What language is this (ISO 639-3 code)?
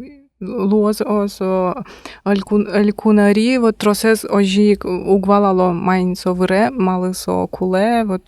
udm